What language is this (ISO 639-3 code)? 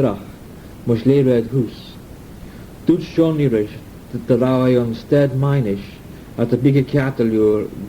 glv